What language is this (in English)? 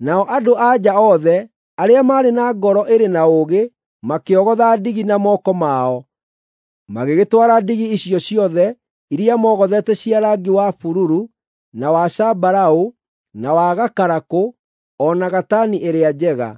Kikuyu